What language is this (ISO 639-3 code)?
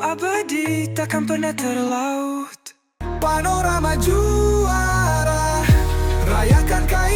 xmm